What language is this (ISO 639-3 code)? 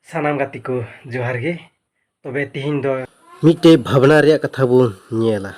sat